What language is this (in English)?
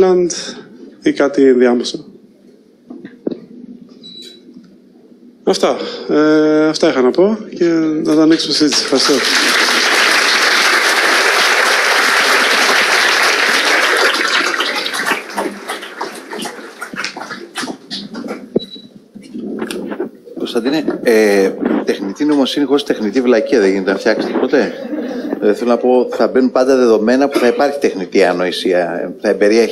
Greek